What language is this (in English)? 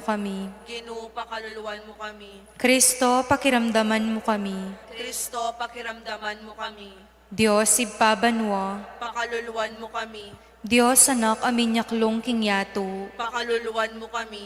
Pampanga